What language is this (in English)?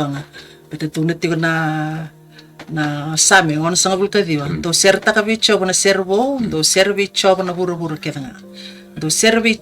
Fijian